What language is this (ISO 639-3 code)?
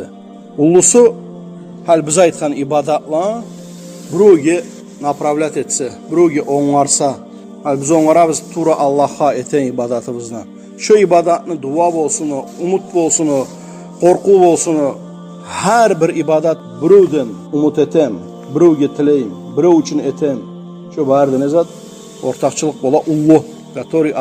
kum